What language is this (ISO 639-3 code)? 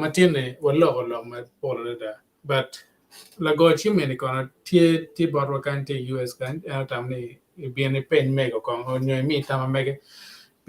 ach